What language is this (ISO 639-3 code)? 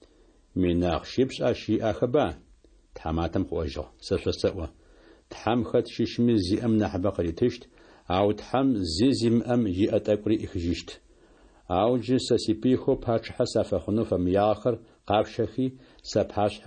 kbd